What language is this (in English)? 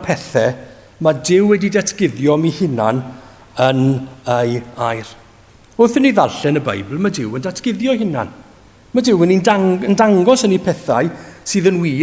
Welsh